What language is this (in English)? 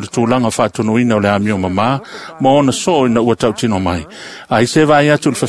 Samoan